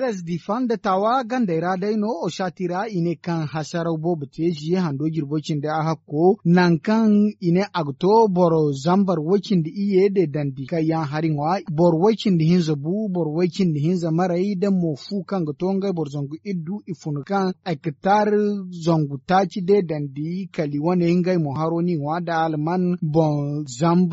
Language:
Zarma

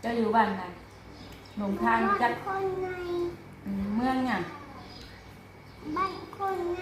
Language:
Northeastern Thai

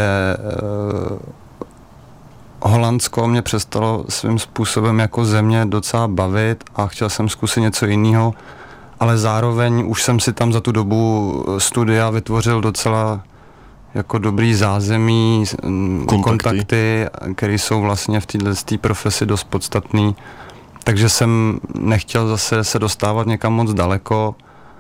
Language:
Czech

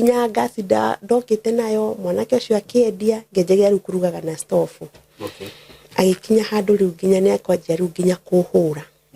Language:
Kikuyu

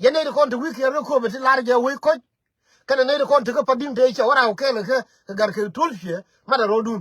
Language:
Nuer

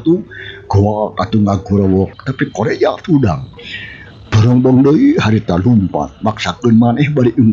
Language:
Sundanese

